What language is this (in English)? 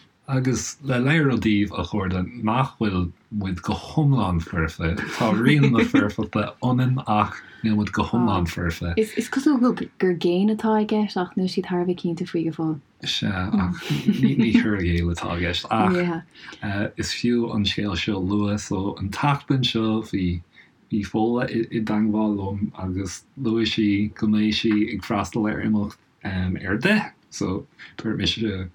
Irish